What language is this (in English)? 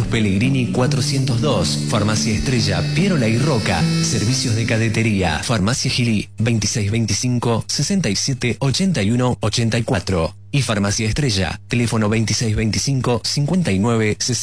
Spanish